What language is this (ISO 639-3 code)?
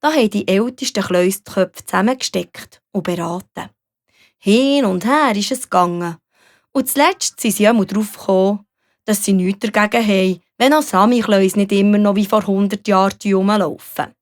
gsw